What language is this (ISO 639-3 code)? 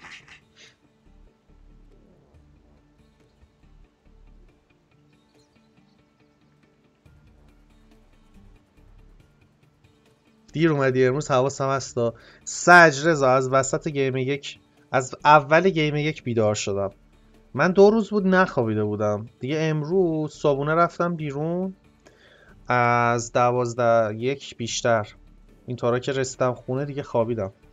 fas